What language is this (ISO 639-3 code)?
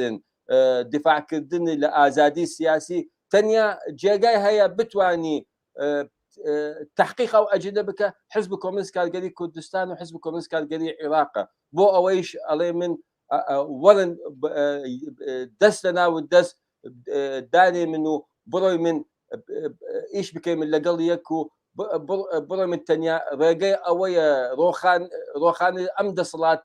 ckb